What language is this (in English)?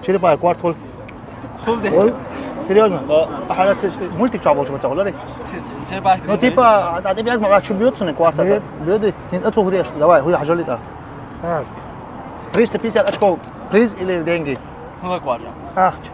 Chechen